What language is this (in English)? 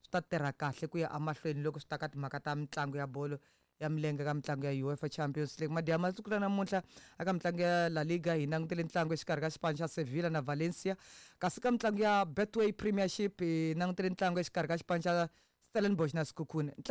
Tsonga